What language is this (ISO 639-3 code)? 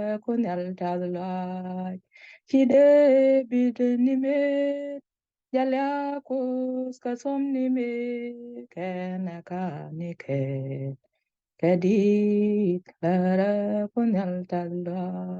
nus